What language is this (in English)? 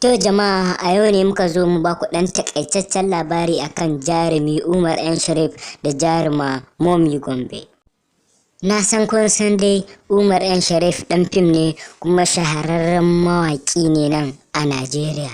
Hausa